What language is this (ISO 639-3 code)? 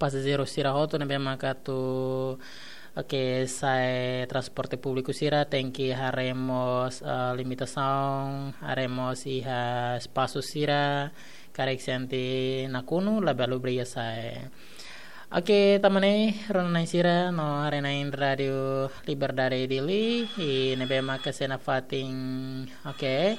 tet